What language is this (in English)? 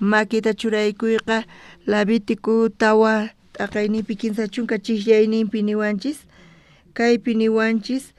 South Bolivian Quechua